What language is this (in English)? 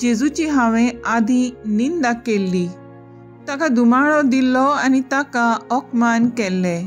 Konkani